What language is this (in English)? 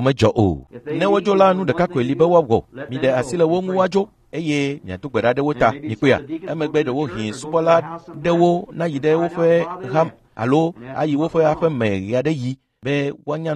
Ewe